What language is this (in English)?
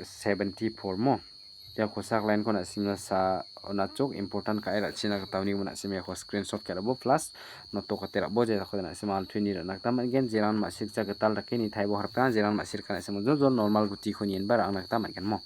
Garo